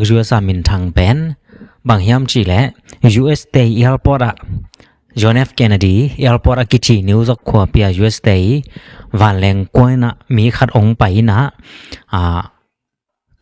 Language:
Tedim Chin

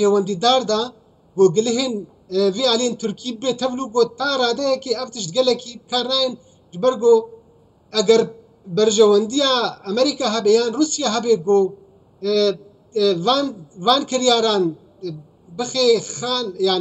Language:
Kurdish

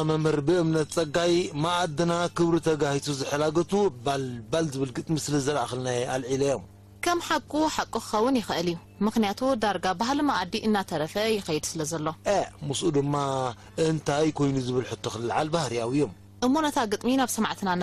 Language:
Tigrinya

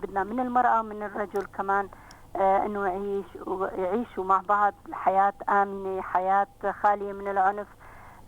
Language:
North Levantine Arabic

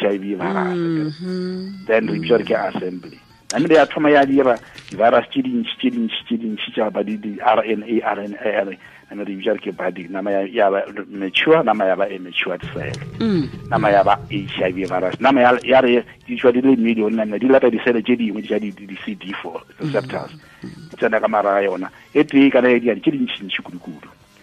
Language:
Tswana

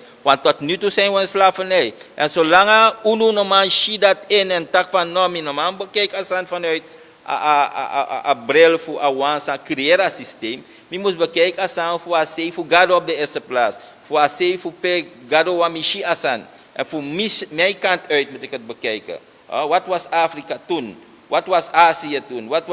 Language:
Sranan Tongo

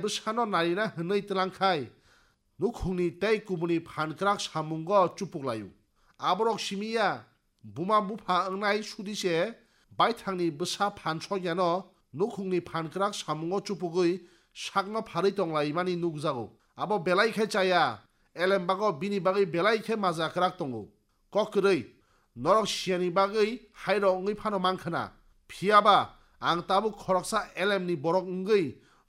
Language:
Kok Borok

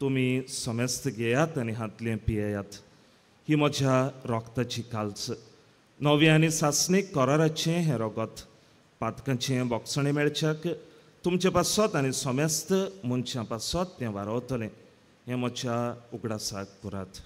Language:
Konkani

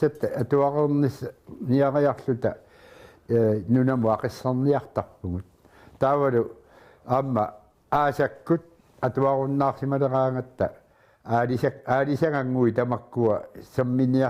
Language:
Kalaallisut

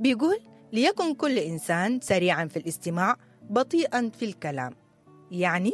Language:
Sudanese Arabic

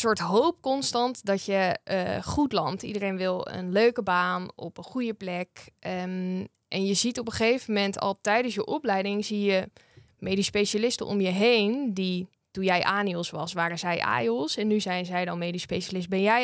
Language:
Dutch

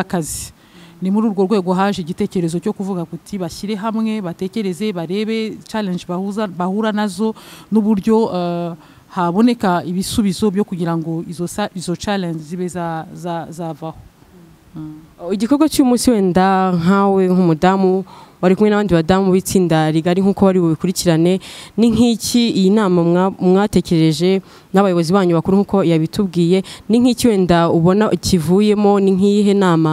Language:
Kinyarwanda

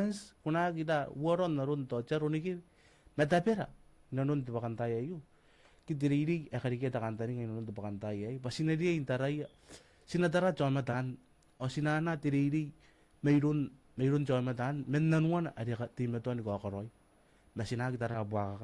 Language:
Gilbertese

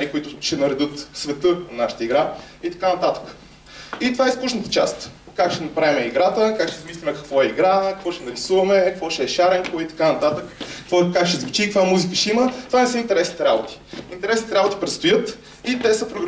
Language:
Bulgarian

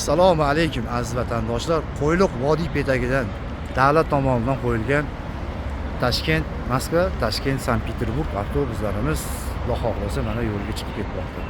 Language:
Uzbek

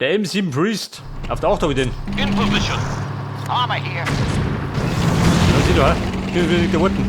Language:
Bavarian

